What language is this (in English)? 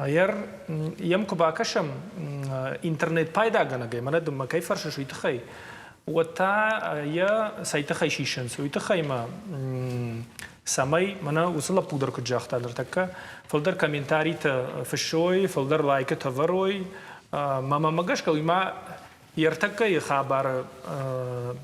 Ossetic